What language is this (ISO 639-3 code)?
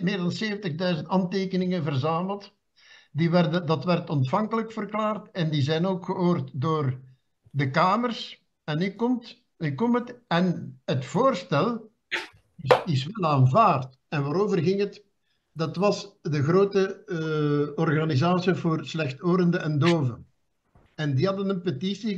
nld